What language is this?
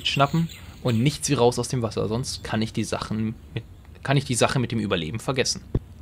German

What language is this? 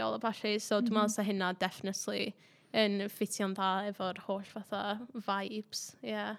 Welsh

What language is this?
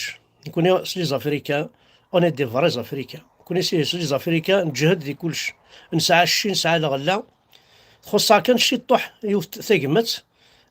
Kabyle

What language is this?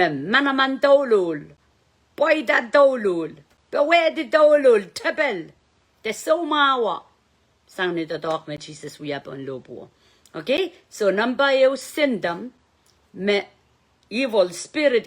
Pohnpeian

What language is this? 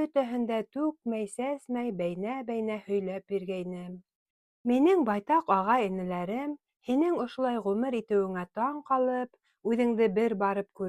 Bashkir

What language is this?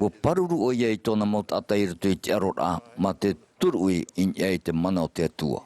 Tahitian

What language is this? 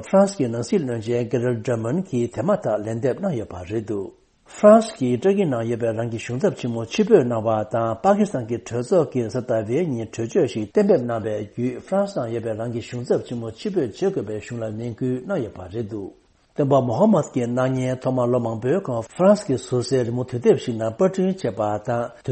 Tibetan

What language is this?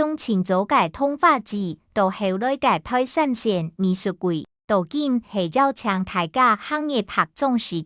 Hakka Chinese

